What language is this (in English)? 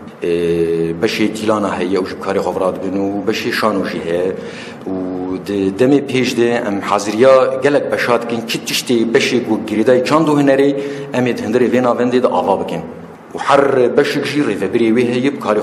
Kurdish